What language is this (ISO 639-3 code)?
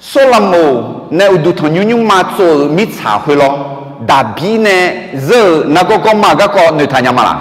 ahk